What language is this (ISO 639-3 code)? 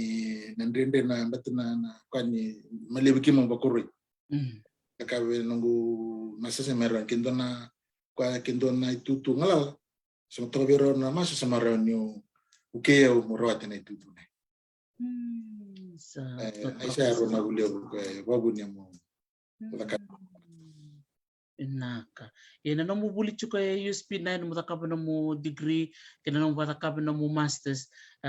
fij